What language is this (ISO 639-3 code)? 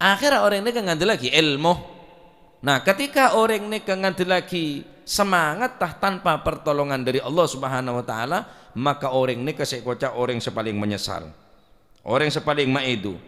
mad